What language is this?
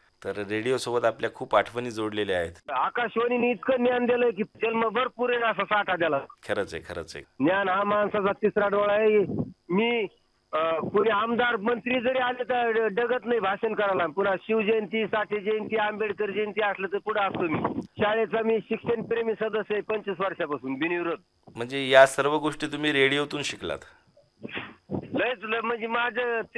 Marathi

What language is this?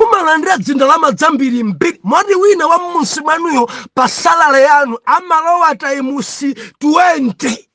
Nyanja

